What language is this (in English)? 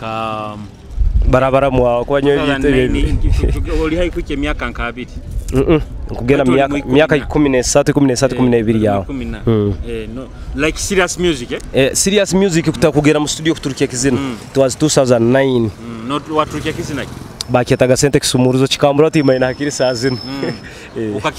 Nyoro